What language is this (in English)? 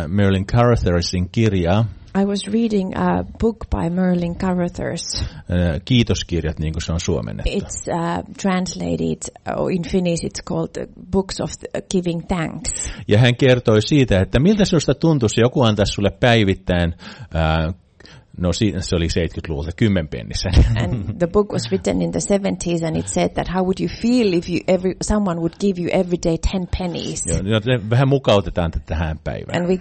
Finnish